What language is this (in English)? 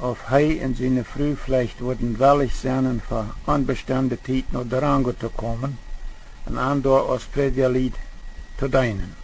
Plautdietsch